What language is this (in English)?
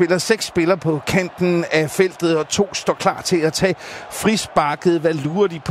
Danish